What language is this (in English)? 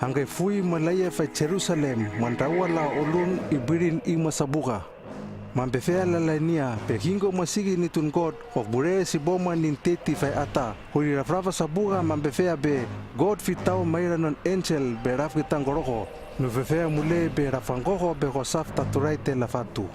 Hano